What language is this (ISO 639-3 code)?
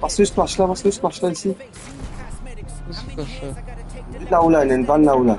mfe